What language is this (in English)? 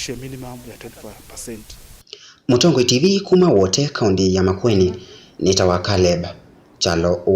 Kamba